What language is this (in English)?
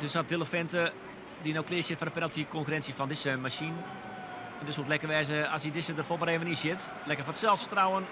Western Frisian